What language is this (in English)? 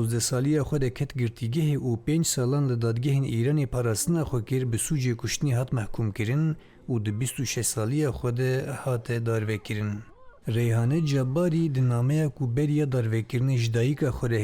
Kurdish